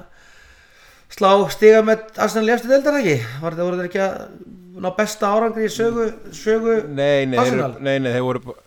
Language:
Icelandic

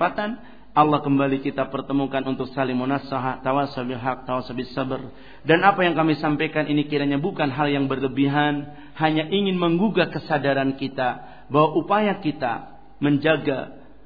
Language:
Indonesian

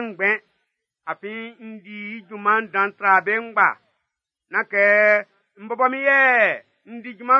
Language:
Baoulé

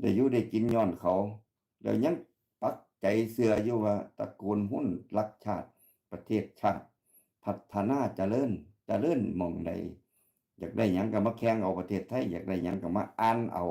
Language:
Northeastern Thai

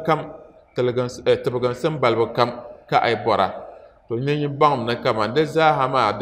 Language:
Dagbani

